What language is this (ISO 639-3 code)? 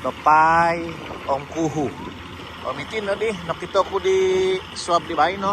dtp